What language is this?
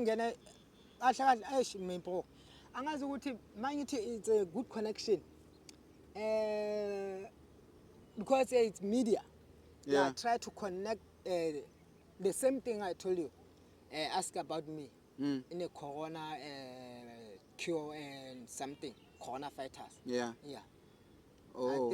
Zulu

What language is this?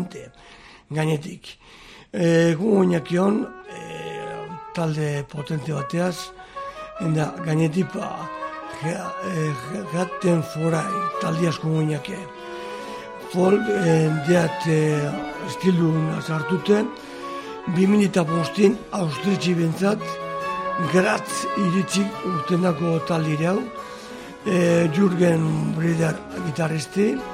Basque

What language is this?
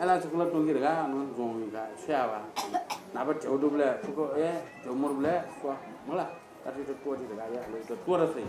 Newari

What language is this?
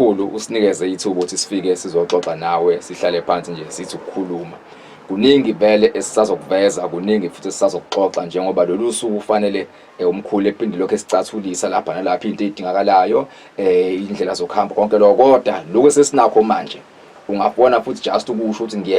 Zulu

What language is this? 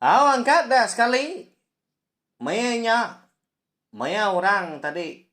Iban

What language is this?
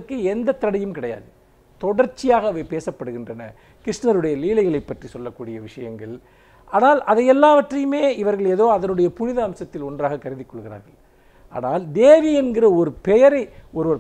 Tamil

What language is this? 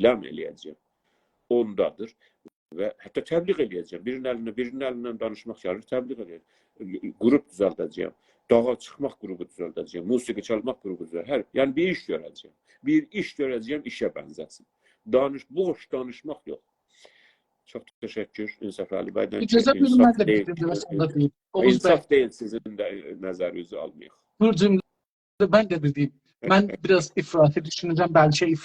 South Azerbaijani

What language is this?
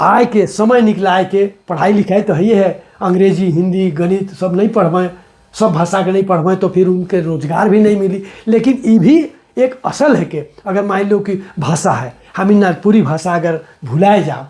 Sadri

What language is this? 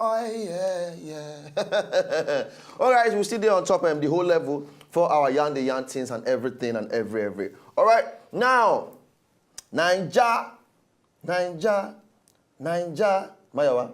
Nigerian Pidgin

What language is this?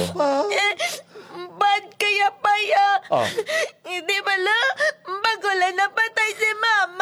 Hiligaynon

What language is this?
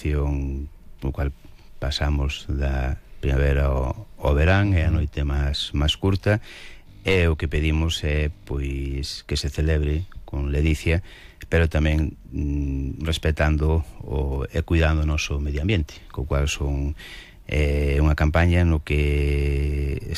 Galician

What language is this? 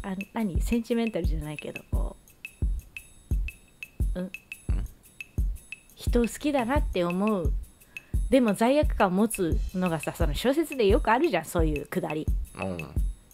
Japanese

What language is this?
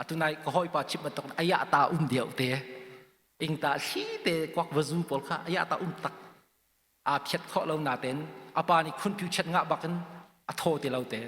Hakha Chin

